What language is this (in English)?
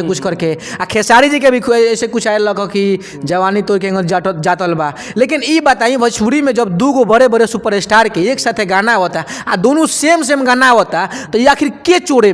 Bhojpuri